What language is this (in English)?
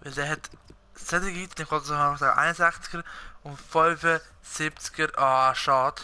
Swiss German